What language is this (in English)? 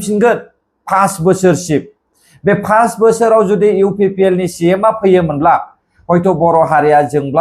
Bodo